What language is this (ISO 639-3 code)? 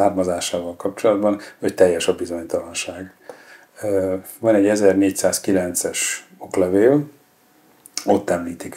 hun